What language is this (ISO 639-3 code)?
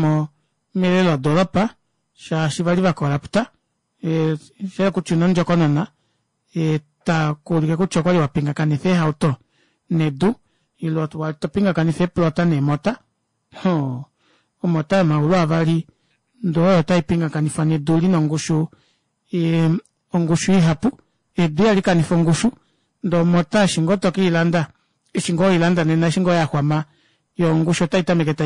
kua